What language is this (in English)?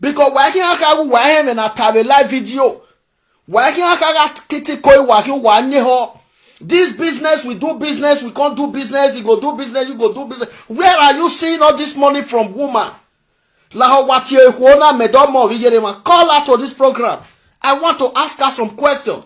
Nigerian Pidgin